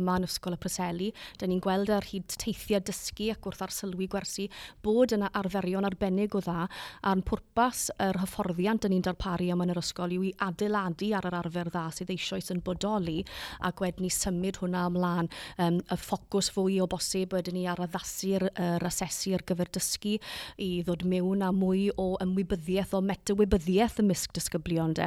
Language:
Welsh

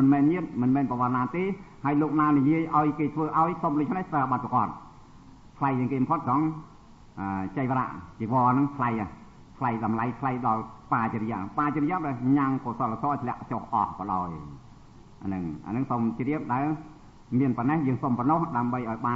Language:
Khmer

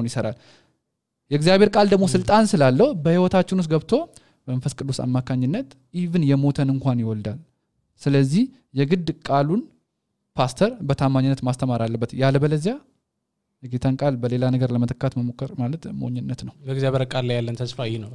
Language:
Amharic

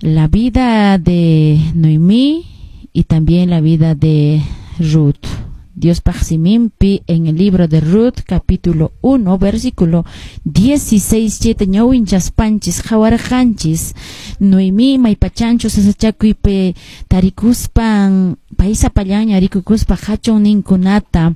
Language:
Quechua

